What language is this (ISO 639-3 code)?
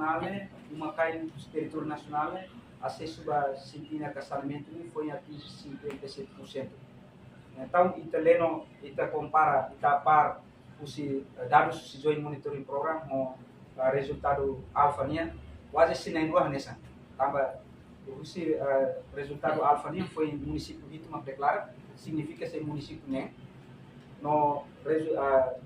tet